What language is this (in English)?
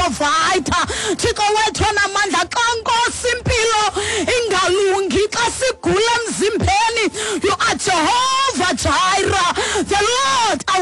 Xhosa